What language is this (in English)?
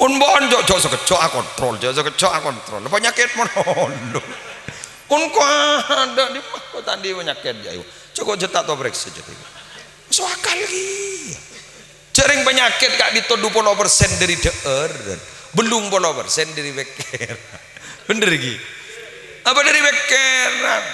Madurese